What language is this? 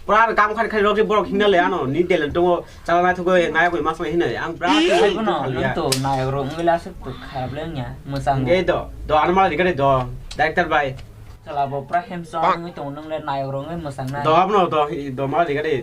Kok Borok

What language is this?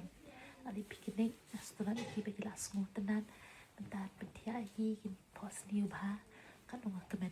Khasi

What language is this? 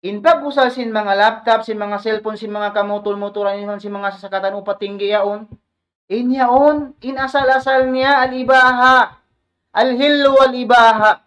Tausug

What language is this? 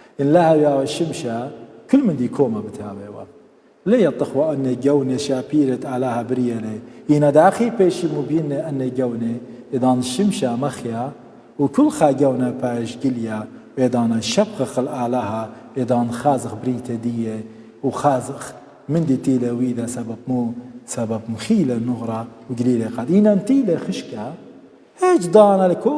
Assyrian Neo-Aramaic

